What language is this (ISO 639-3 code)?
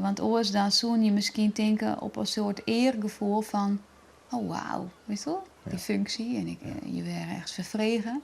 fry